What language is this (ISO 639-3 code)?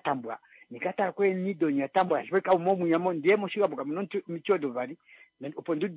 kua